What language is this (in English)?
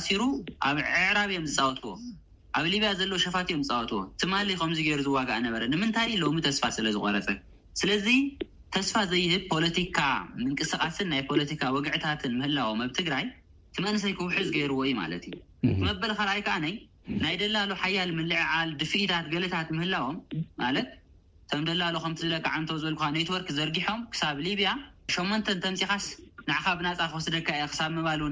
Tigrinya